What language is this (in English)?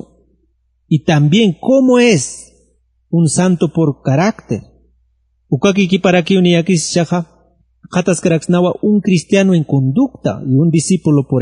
Aymara